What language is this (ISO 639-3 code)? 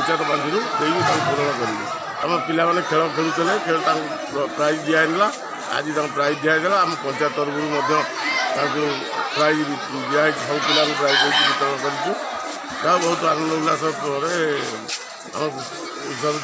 ori